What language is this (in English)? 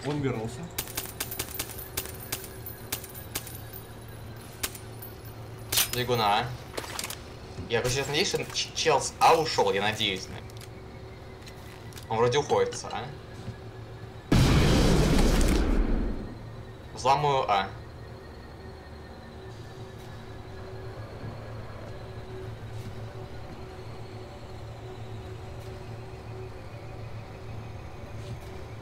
Russian